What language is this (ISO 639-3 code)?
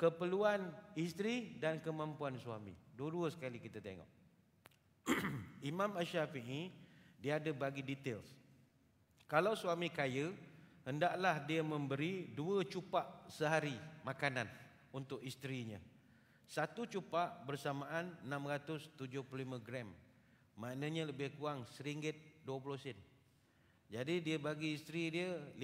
msa